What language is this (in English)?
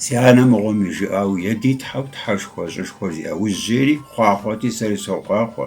Kabardian